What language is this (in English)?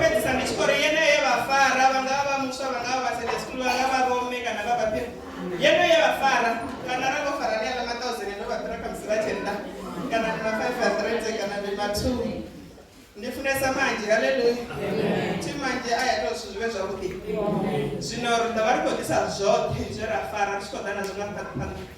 Venda